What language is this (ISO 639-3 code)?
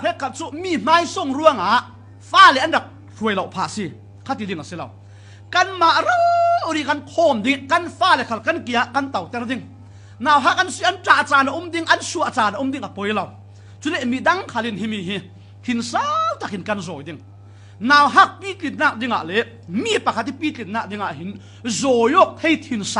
cfm